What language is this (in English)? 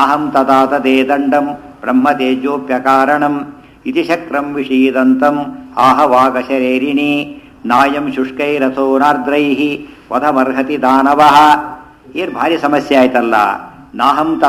Kannada